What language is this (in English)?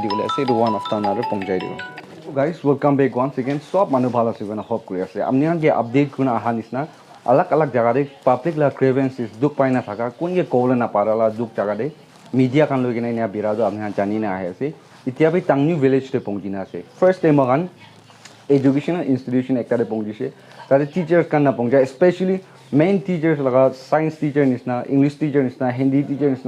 Naga Pidgin